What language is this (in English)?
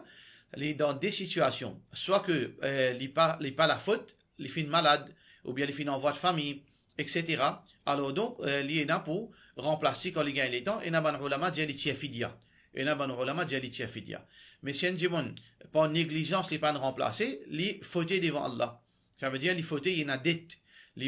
Morisyen